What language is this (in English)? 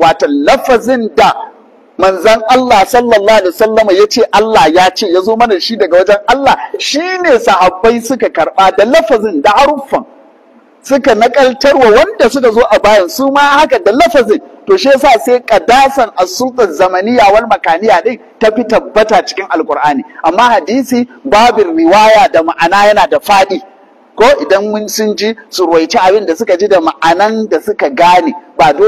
Hausa